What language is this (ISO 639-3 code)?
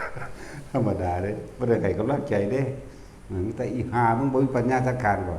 tts